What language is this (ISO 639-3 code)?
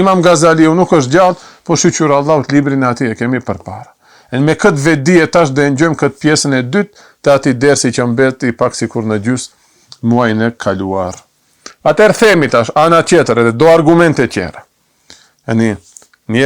sqi